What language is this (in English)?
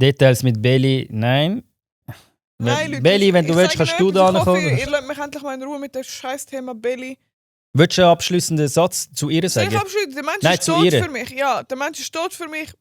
Swiss German